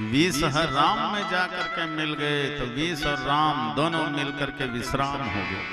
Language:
Chhattisgarhi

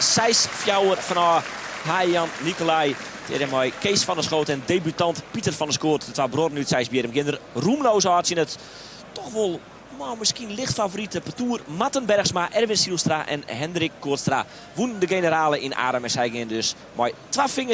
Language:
Western Frisian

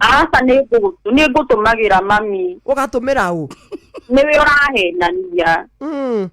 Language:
Kikuyu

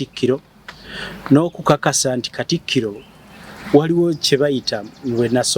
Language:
Ganda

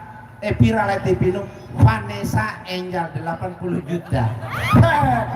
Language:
Sasak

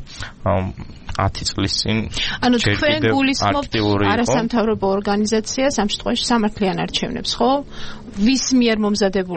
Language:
Georgian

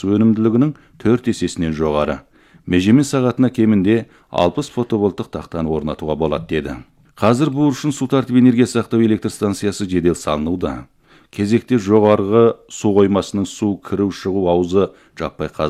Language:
Kazakh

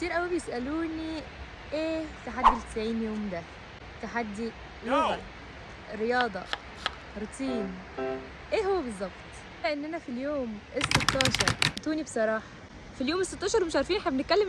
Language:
Egyptian Arabic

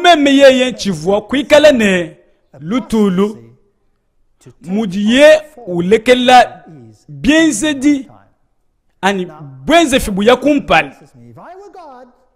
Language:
Luba-Lulua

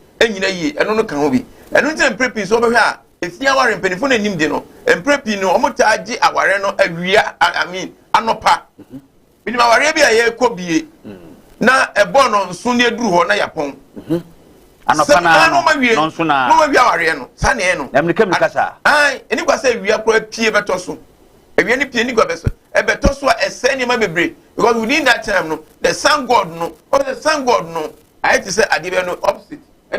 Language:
Akan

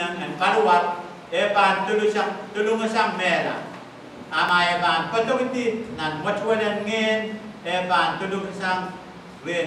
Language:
Pohnpeian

